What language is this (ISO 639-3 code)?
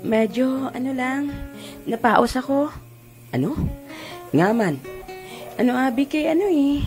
hil